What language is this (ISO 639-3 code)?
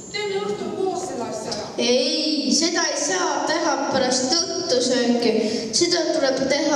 est